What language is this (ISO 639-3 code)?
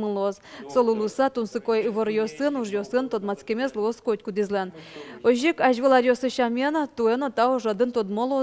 udm